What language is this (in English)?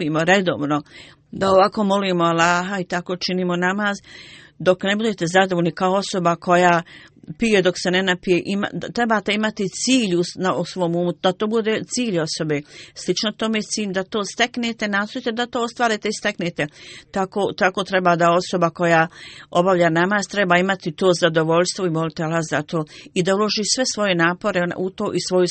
Bosnian